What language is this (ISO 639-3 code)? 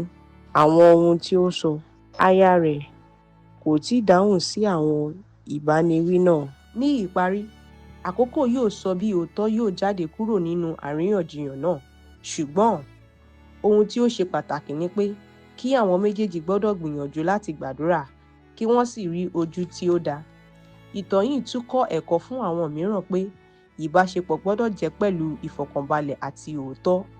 yor